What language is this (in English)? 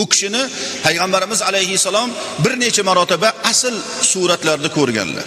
Uzbek